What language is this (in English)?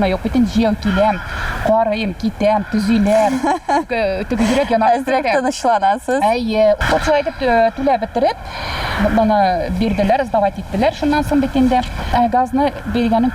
Tatar